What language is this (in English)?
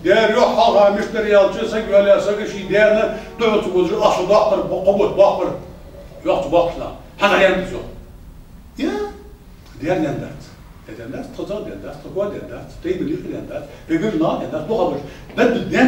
Ingush